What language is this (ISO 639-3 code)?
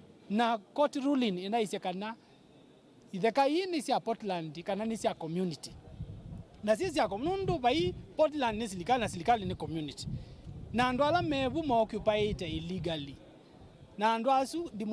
kam